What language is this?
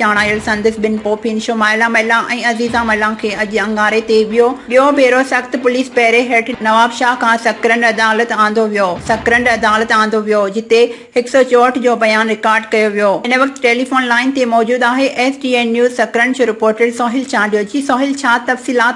Sindhi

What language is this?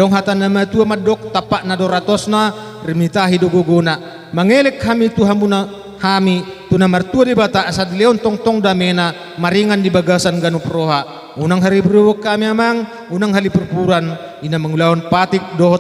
Batak Toba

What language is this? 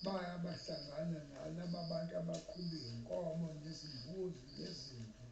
Zulu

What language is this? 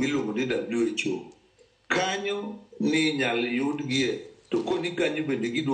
Luo (Kenya and Tanzania)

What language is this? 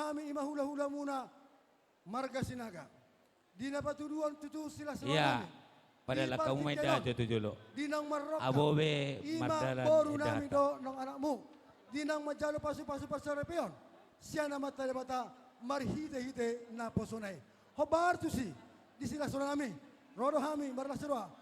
Batak Toba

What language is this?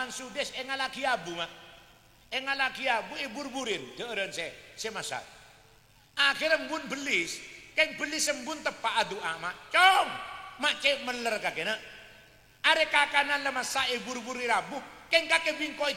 Madurese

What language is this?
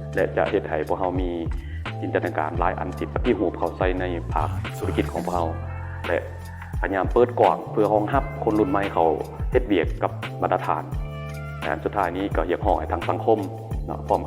Lao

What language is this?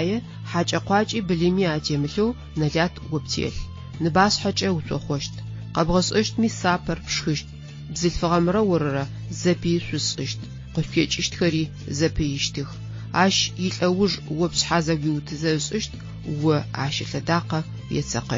Adyghe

